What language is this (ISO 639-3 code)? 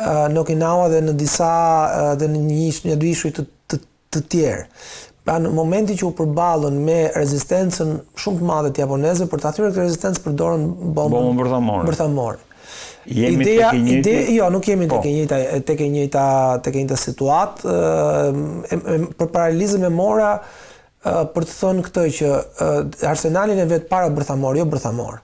sqi